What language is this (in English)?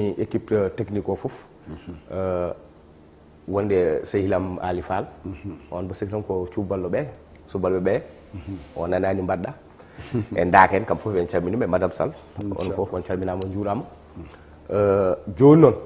Fula